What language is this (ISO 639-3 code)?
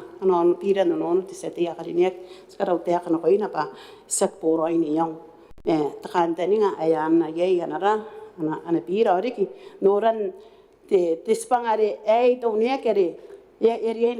gil